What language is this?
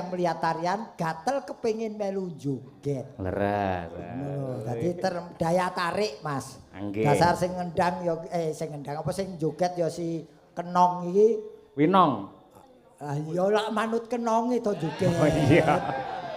Javanese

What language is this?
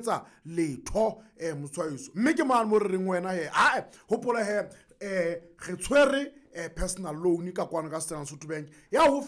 Southern Sotho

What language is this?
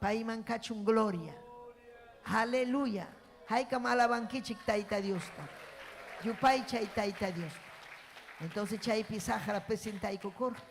Ayacucho Quechua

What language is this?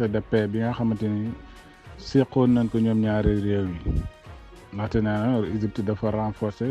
Wolof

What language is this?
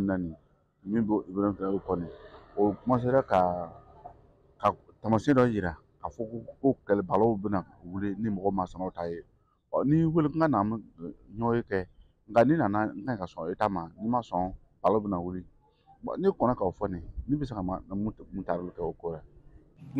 Bambara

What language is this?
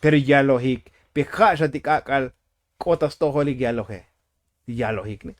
Tzotzil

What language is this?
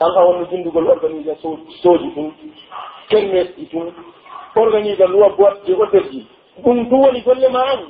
Pular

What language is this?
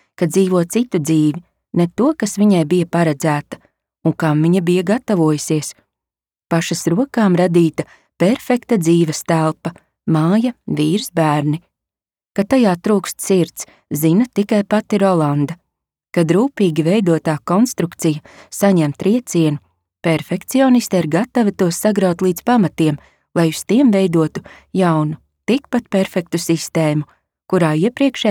Latvian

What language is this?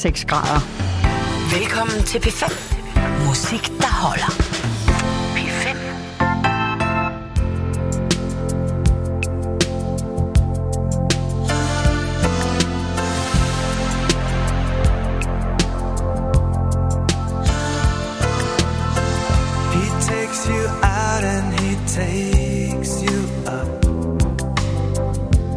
Danish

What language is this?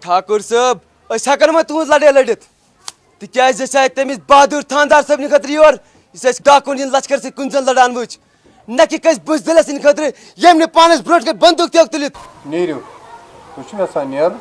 Kashmiri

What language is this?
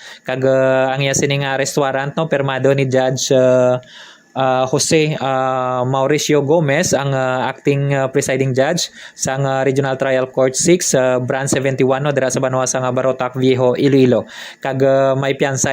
Hiligaynon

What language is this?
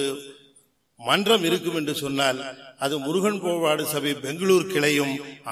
Tamil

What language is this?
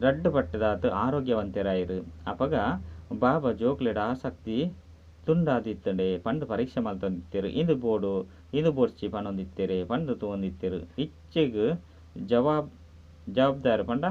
Tulu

